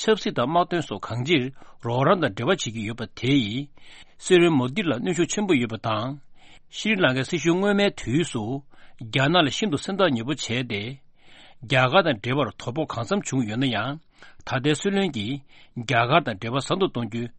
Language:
Tibetan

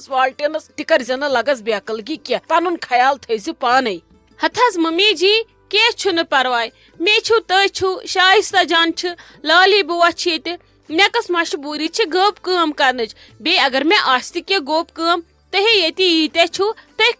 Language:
Kashmiri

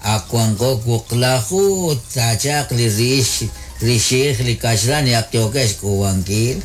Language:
Kekchí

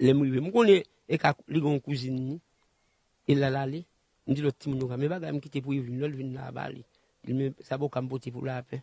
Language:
Haitian Creole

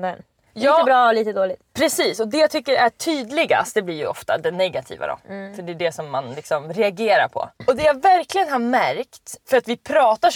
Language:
Swedish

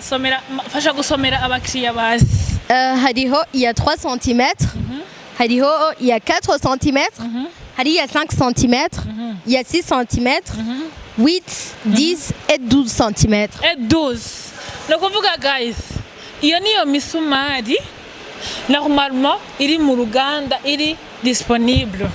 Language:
Rundi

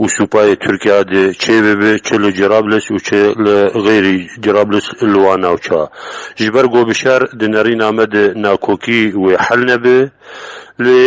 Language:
Kurdish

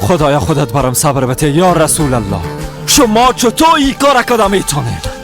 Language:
Persian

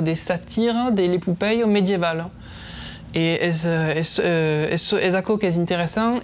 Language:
Occitan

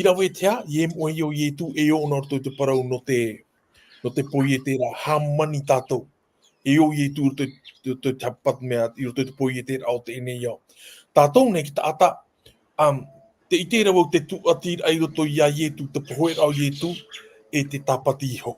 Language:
Tahitian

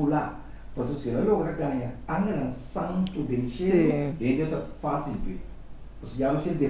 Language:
Papiamento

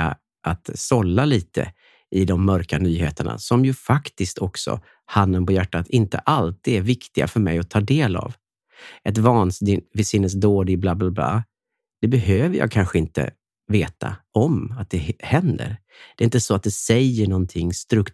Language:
Swedish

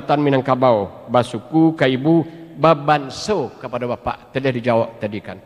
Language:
Minangkabau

